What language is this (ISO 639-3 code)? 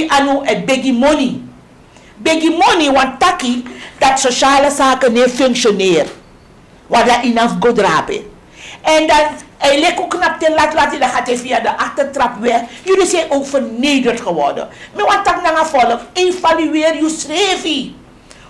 srn